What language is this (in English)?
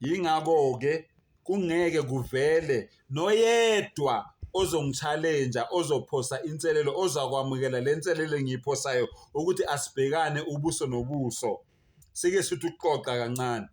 Zulu